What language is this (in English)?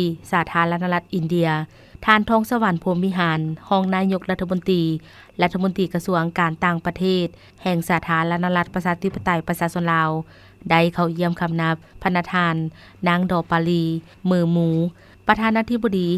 Lao